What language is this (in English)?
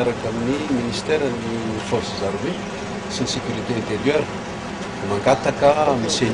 Malagasy